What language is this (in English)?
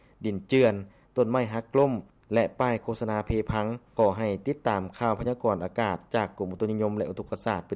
Lao